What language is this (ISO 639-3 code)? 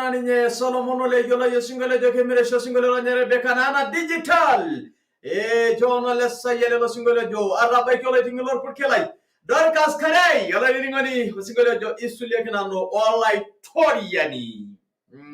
mas